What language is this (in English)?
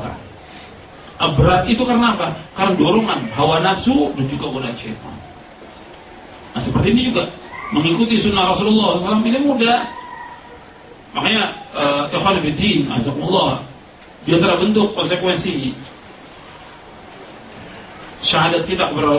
Indonesian